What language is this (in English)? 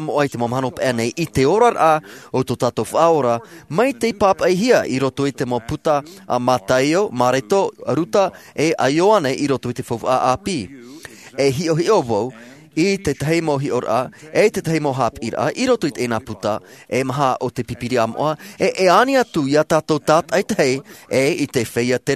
Tahitian